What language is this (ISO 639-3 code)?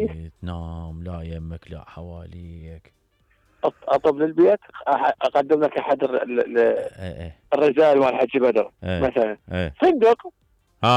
acm